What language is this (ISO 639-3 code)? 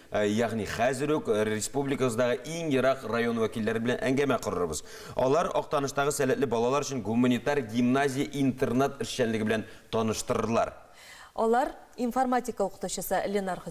tat